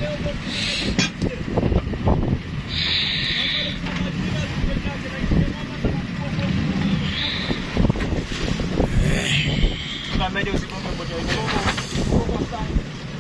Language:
Swahili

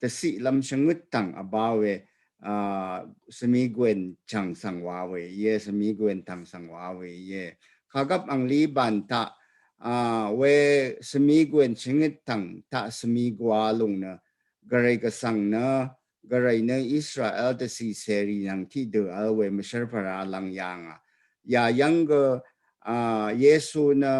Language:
Rawang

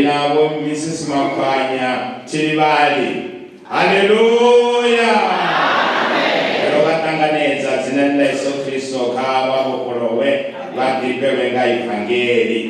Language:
Venda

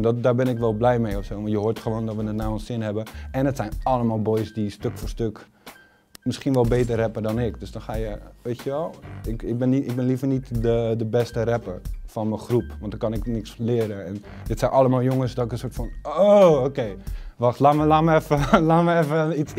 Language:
Dutch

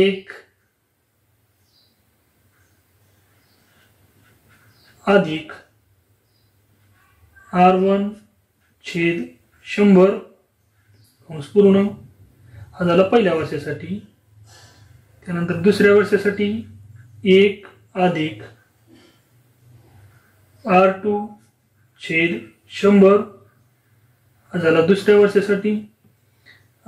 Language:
Marathi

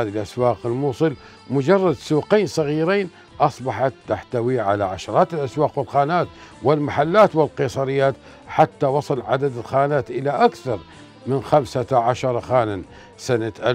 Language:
Arabic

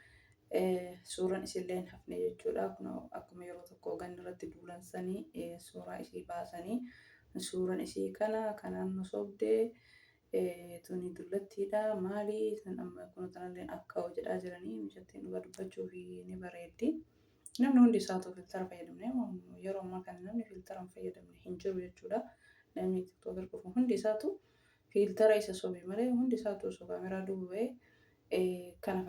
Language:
Oromo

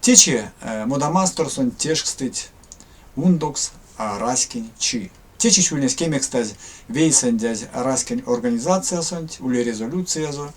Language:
Erzya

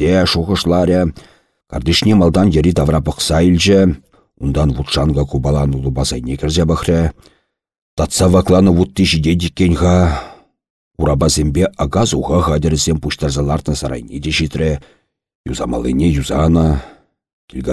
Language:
Chuvash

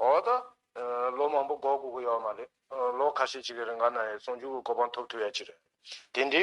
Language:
Tibetan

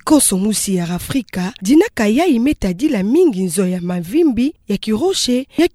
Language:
Kituba (Democratic Republic of Congo)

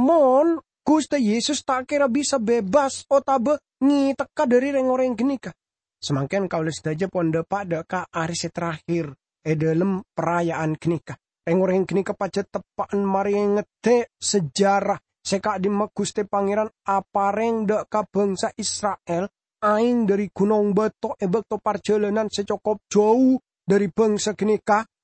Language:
Madurese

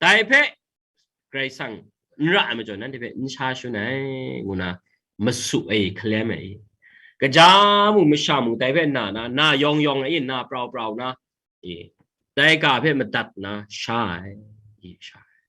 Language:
Kachin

